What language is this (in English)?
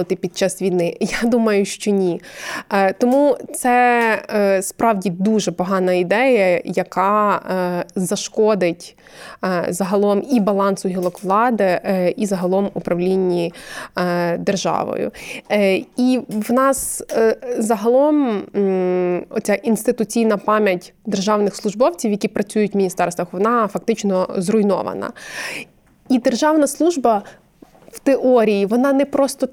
Ukrainian